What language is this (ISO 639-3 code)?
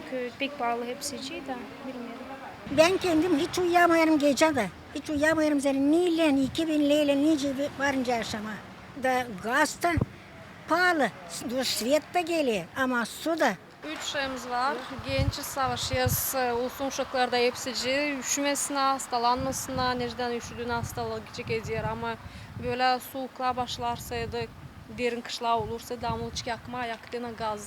gag